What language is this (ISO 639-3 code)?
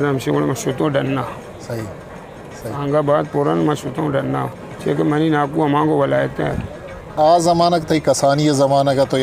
bgp